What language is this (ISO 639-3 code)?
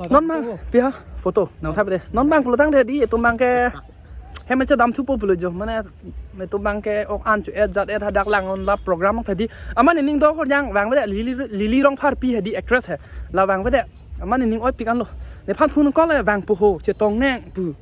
mjw